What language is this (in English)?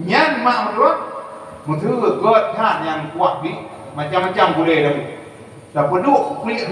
Achinese